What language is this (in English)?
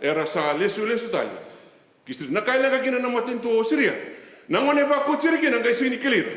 Fijian